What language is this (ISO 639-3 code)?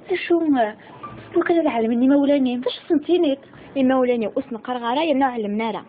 kab